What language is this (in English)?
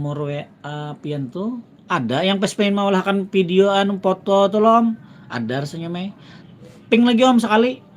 Banjar